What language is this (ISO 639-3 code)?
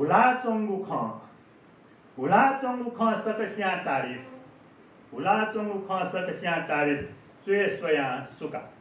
new